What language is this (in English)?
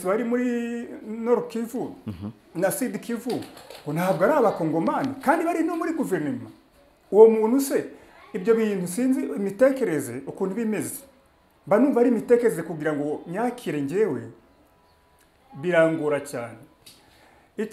Kinyarwanda